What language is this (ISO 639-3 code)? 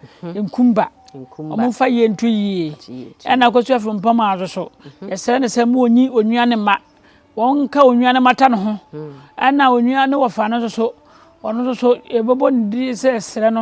aka